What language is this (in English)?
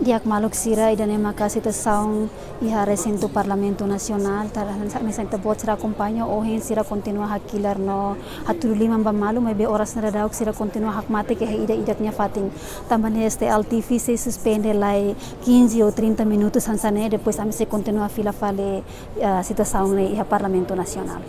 Tetum